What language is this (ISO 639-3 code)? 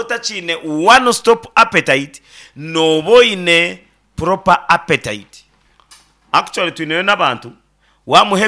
nyn